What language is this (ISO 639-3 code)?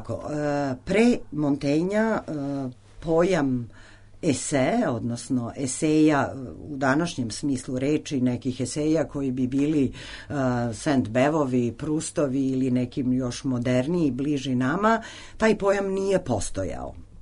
srp